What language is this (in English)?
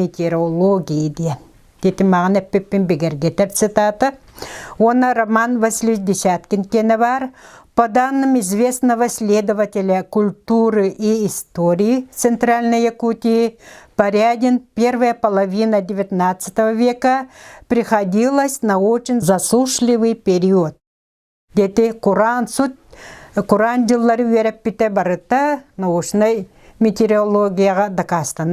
Yakut